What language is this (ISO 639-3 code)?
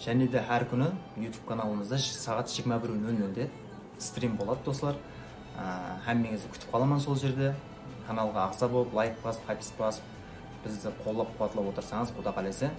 kaa